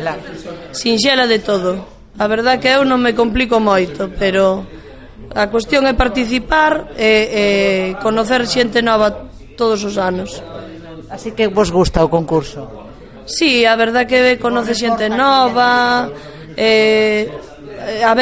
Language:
Galician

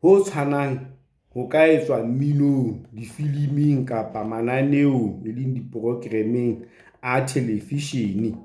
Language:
Southern Sotho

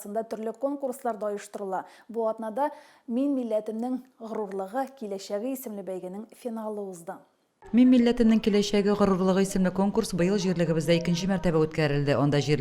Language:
Tatar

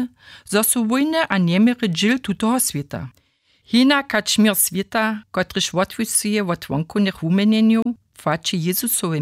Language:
Upper Sorbian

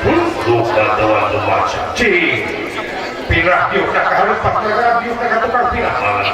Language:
Sundanese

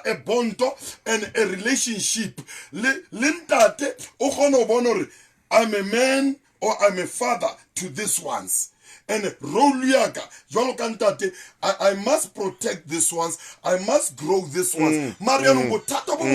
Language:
Southern Sotho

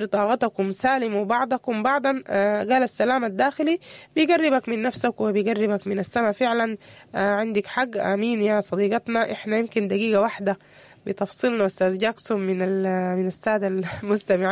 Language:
Sudanese Arabic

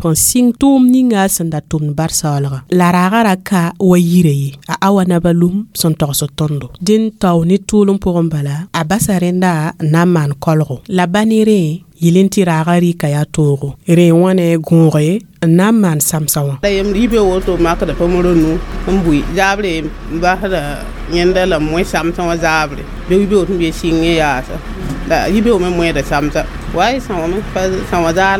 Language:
Mossi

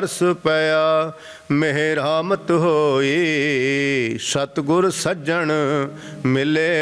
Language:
Punjabi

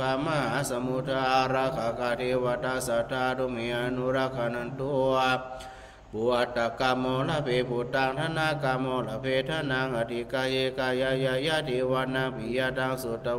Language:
Pali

